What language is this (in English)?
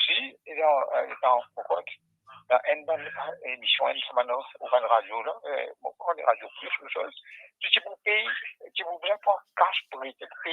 Morisyen